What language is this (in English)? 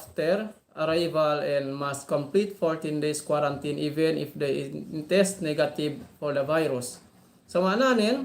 Yakan